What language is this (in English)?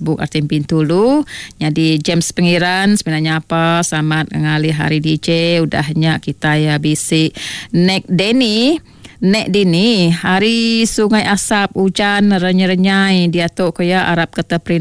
Malay